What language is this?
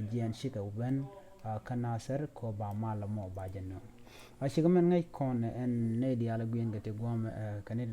Nuer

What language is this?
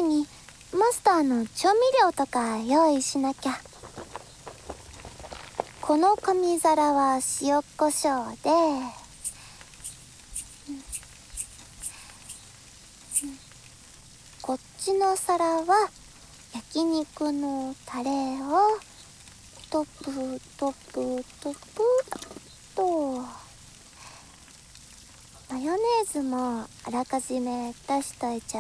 Japanese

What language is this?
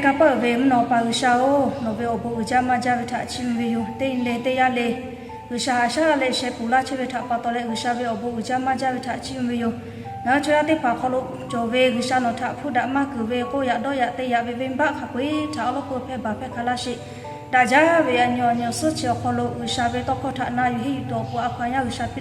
Lahu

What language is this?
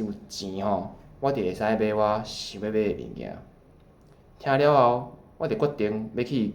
Min Nan Chinese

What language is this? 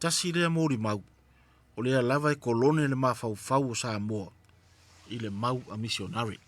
Samoan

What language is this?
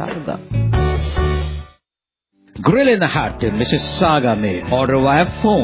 Hindi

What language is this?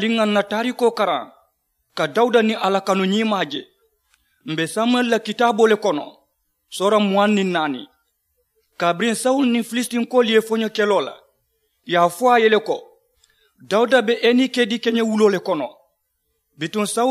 Mandingo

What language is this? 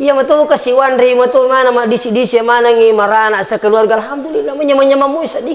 Buginese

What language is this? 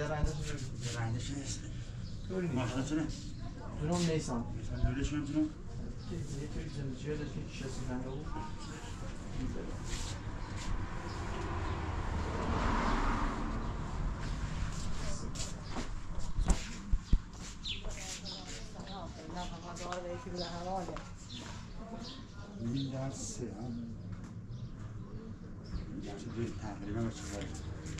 Persian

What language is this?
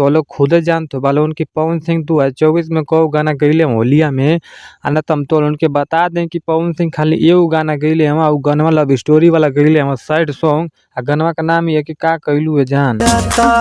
Bhojpuri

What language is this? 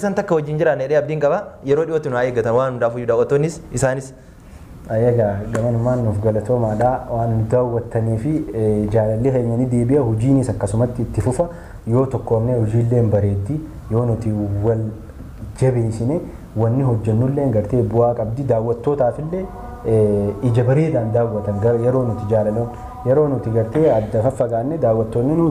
Oromo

